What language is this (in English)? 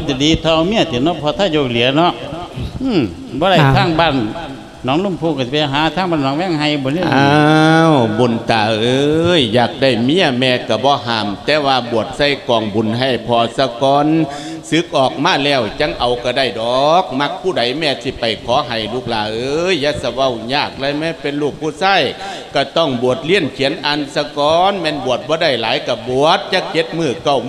Lao